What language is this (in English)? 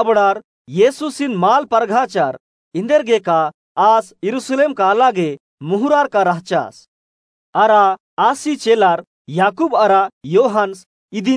Kurukh